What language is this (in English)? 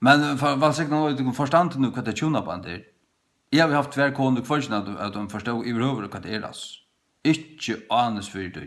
Faroese